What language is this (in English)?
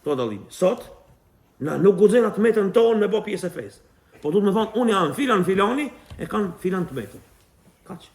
Albanian